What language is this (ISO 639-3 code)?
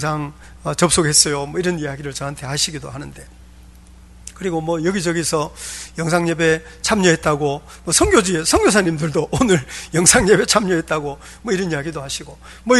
kor